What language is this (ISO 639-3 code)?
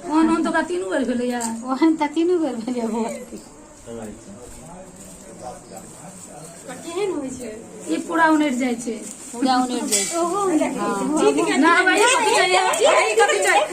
mai